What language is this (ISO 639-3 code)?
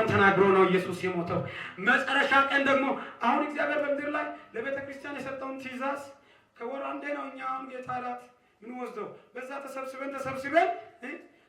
amh